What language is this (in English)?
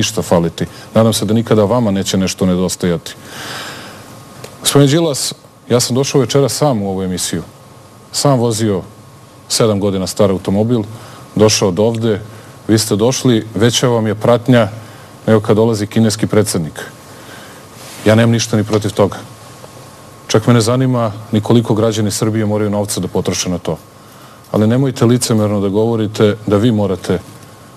Serbian